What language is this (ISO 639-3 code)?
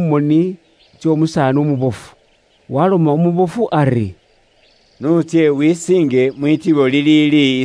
luy